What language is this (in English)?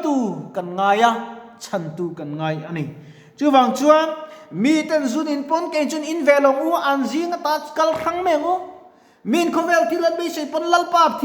Mizo